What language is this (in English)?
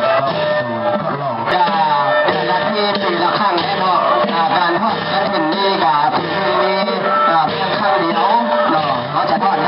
Lao